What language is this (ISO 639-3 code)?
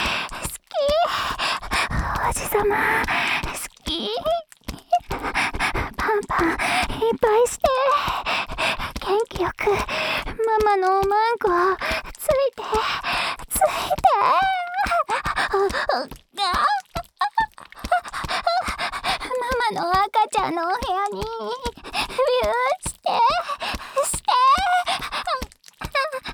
jpn